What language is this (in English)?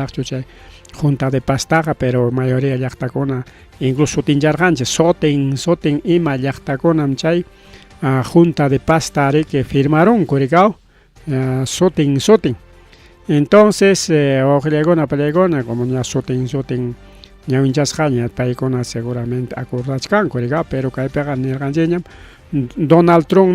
Ayacucho Quechua